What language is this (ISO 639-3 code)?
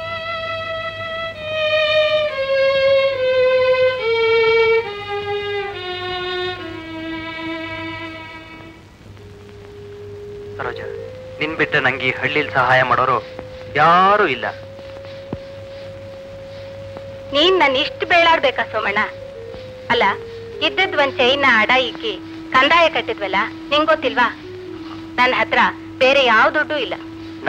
kan